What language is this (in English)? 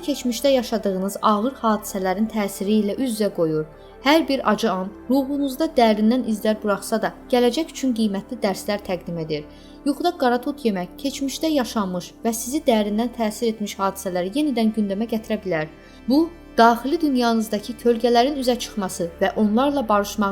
Azerbaijani